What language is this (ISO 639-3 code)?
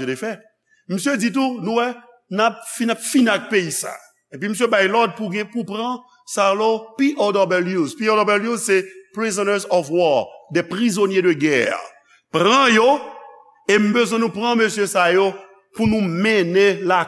hat